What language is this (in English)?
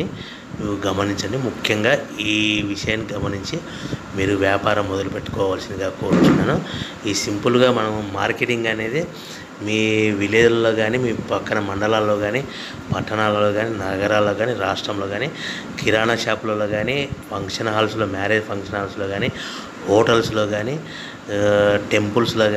Telugu